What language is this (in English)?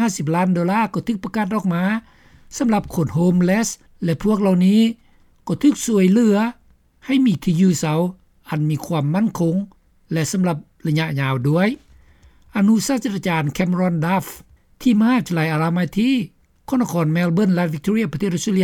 Lao